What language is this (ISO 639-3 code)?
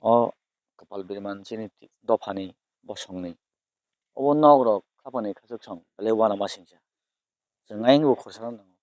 trp